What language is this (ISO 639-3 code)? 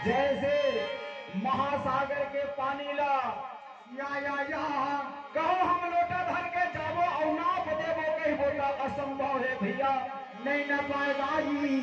hne